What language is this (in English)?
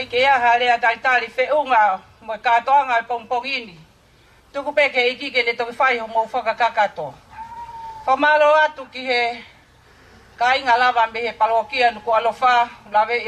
Tongan